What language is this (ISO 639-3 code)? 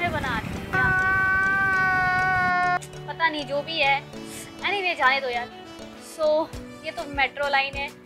hin